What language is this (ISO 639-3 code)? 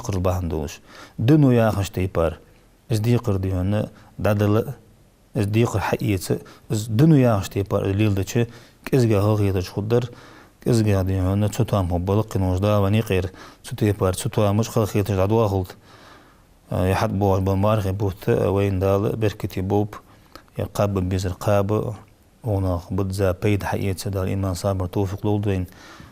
inh